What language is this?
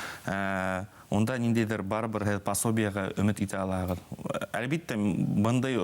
Bashkir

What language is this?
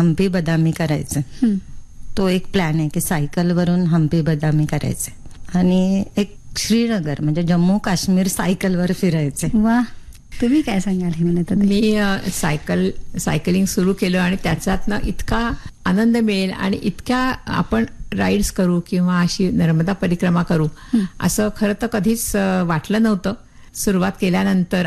Marathi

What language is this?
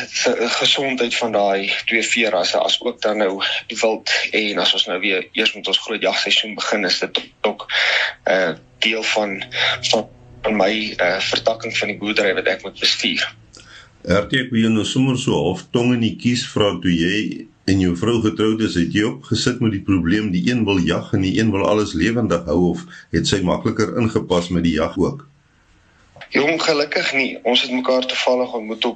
Afrikaans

